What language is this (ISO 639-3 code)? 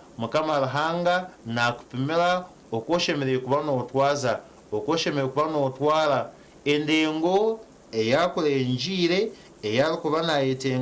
nyn